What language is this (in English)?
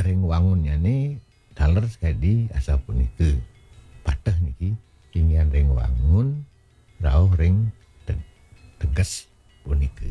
Balinese